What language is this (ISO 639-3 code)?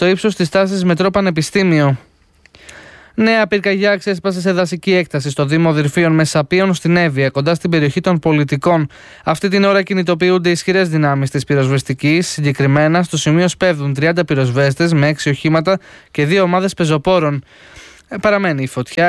ell